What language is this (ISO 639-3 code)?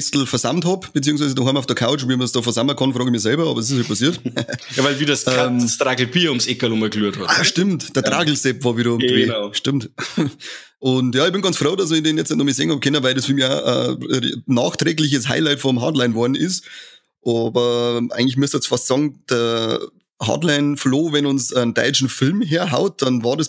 bar